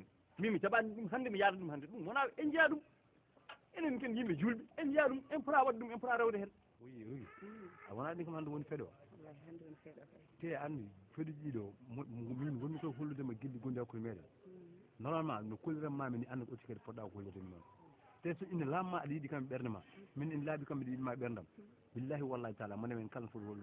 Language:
Fula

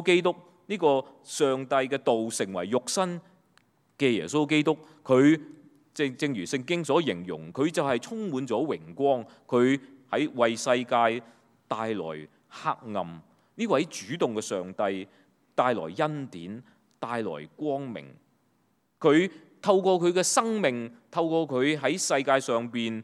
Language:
Cantonese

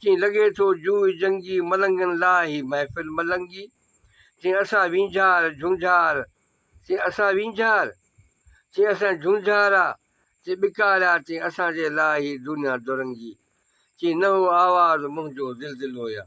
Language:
Sindhi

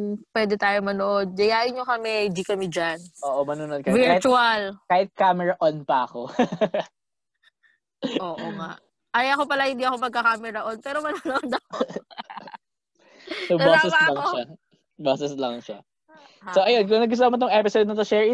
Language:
Filipino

